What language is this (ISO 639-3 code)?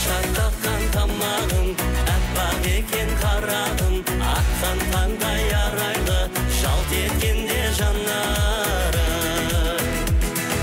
kaz